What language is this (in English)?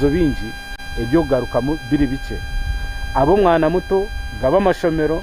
Nyankole